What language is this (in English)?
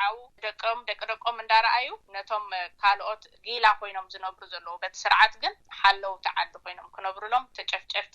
Tigrinya